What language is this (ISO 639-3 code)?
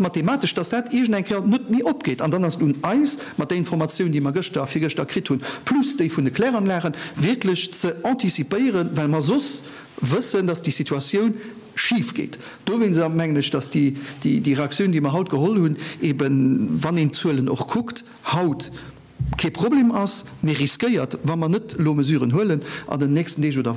ltz